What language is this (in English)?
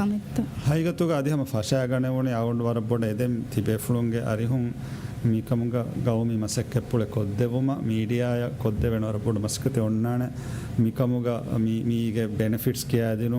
Divehi